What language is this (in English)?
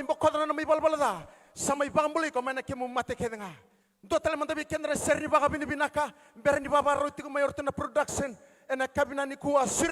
Fijian